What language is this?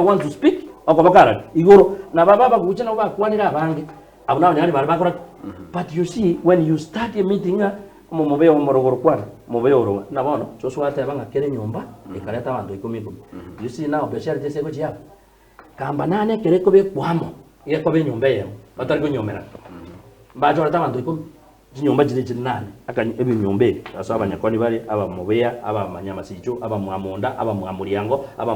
Gusii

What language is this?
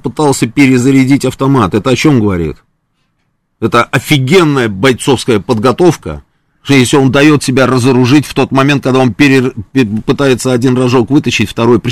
Russian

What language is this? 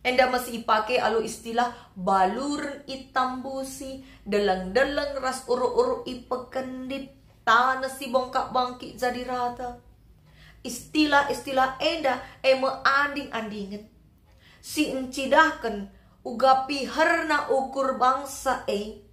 Batak Karo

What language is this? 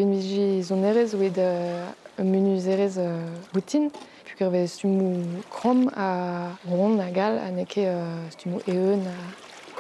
Breton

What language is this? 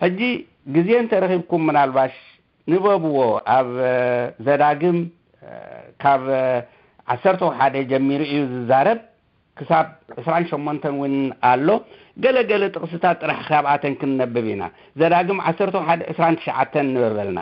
Tigrinya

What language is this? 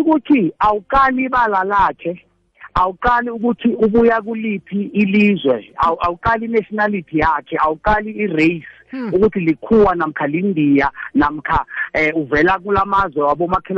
South Ndebele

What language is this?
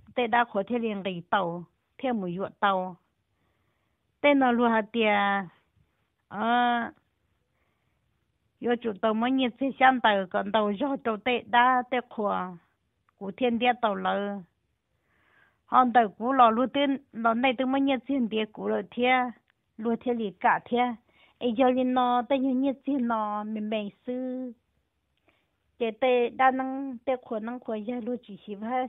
Vietnamese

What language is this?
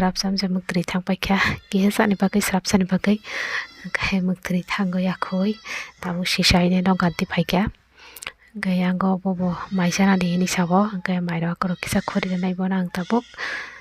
Kok Borok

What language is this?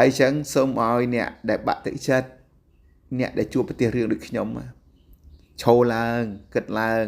Khmer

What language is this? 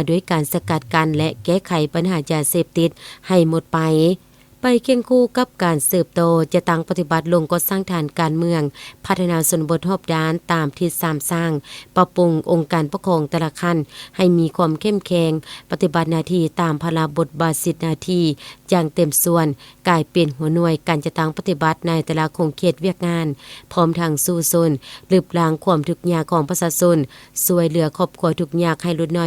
Lao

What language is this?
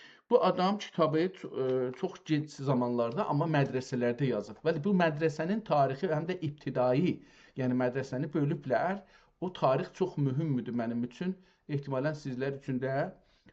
South Azerbaijani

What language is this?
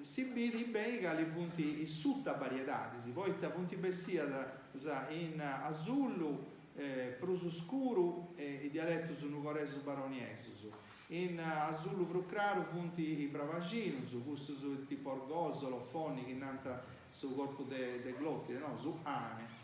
Sardinian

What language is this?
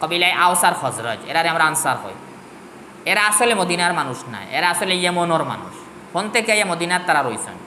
Sylheti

